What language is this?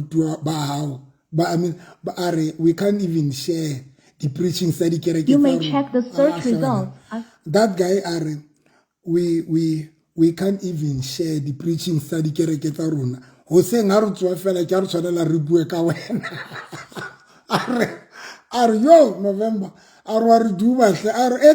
Southern Sotho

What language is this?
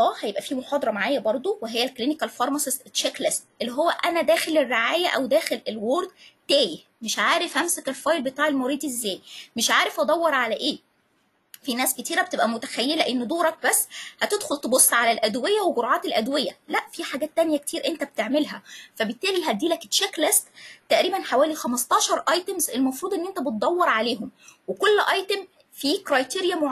Egyptian Arabic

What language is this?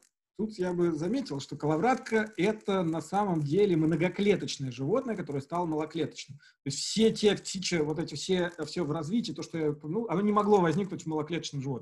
Russian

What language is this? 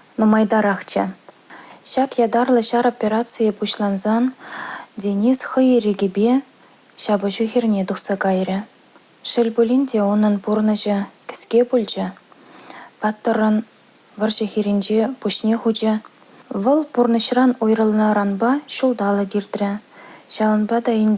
Chuvash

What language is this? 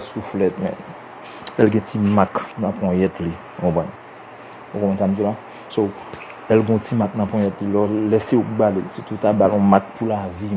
Haitian Creole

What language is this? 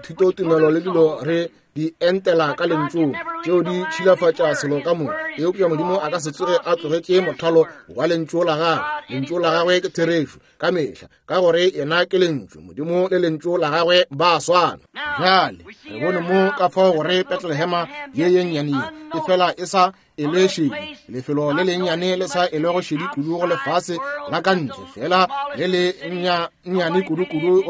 Northern Sotho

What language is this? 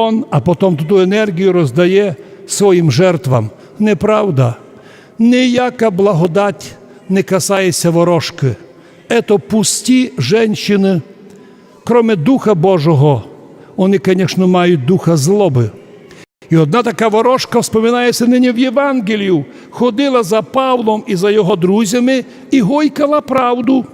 Rusyn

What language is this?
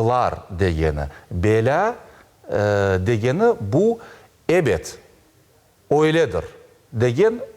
Crimean Tatar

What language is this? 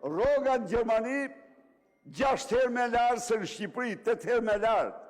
Albanian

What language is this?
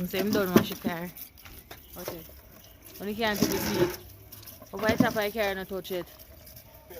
Jamaican Creole English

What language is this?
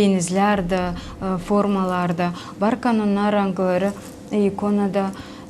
Gagauz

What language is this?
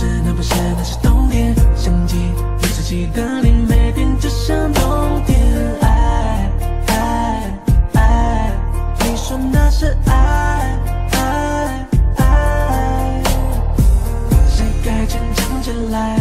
Chinese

